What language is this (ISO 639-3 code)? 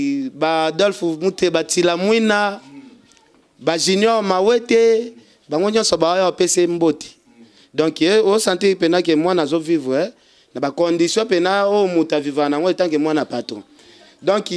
lin